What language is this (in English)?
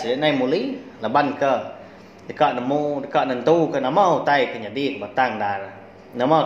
Iban